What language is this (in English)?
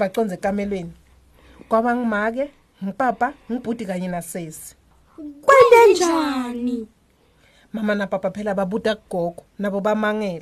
Swati